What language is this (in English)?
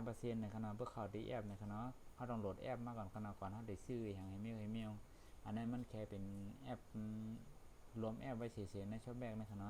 Shan